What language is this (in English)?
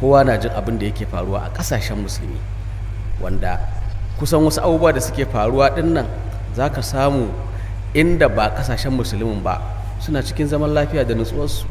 Hausa